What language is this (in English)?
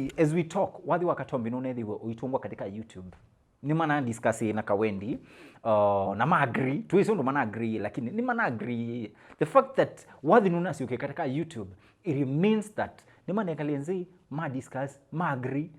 Kamba